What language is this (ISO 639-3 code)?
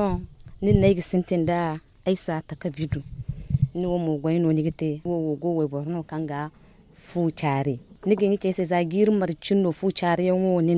dje